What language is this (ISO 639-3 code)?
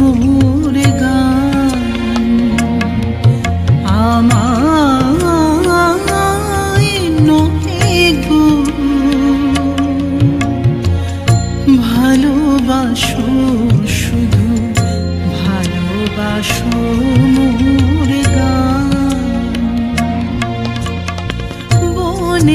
ben